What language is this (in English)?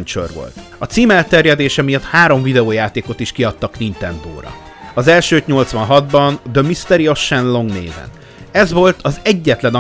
Hungarian